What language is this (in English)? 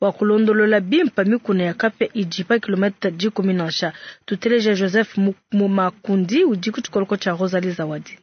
Luba-Lulua